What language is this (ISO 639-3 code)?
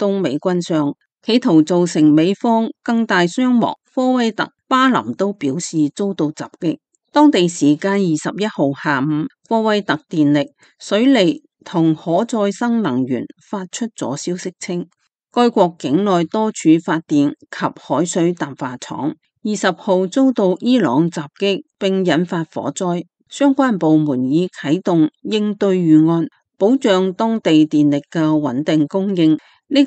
yue